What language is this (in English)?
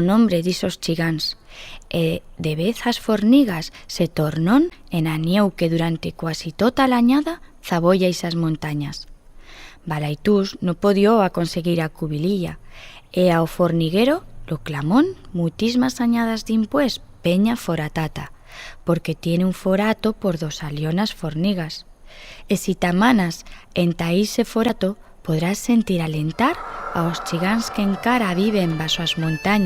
Aragonese